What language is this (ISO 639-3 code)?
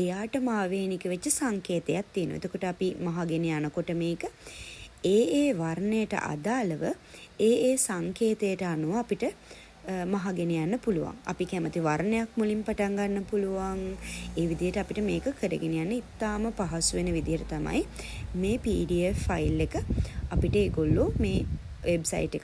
sin